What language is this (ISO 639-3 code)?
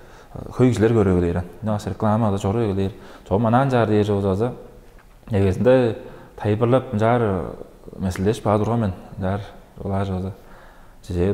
tyv